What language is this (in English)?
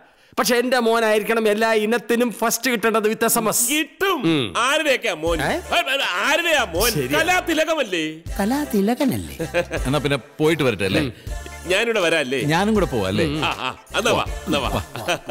Malayalam